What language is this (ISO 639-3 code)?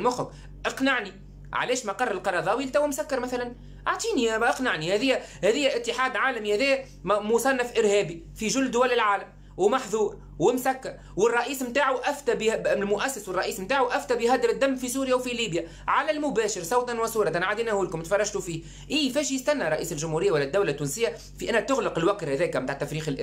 aeb